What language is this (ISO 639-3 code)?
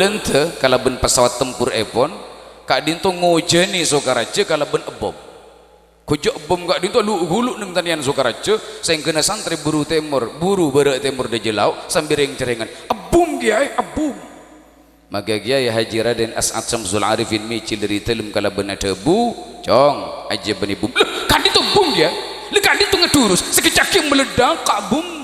mad